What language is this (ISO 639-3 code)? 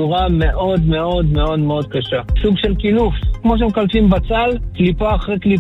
heb